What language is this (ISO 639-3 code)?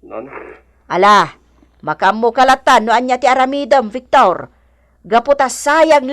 ilo